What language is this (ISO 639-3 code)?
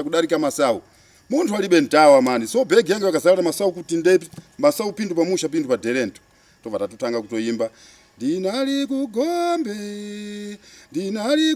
sna